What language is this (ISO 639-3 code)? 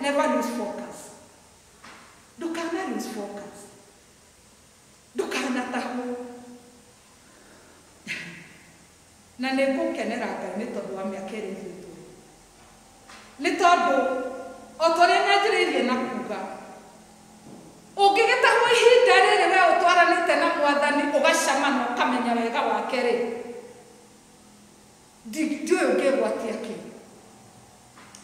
kik